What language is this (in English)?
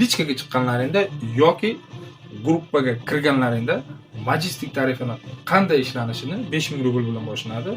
Uzbek